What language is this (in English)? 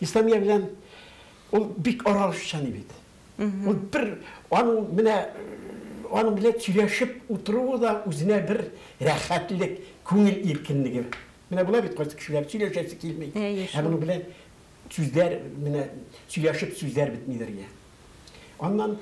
Tatar